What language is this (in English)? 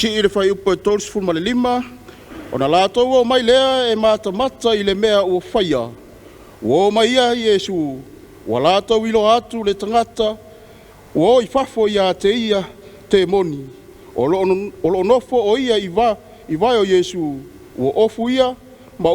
Samoan